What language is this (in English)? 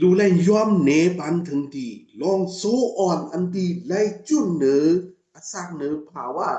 Shan